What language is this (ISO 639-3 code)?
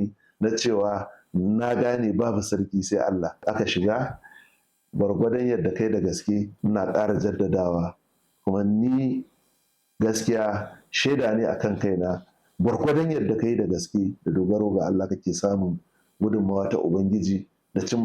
hau